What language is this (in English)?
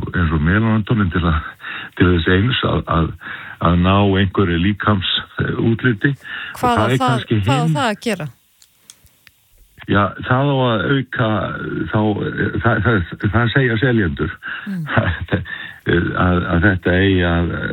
Icelandic